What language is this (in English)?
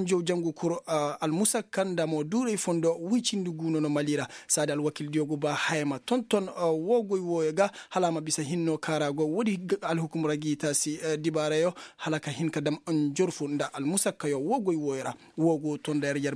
Koyraboro Senni